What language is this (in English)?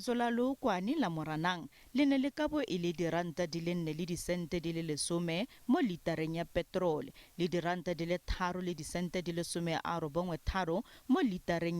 Tswana